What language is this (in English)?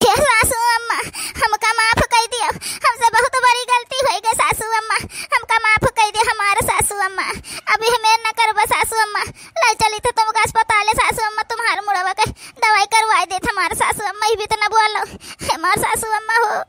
Awadhi